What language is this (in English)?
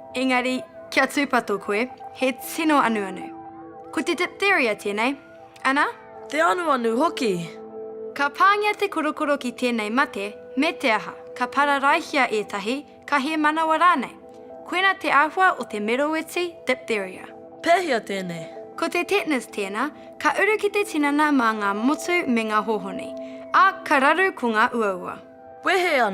Māori